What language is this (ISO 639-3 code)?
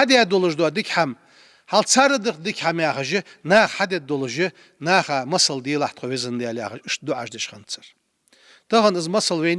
inh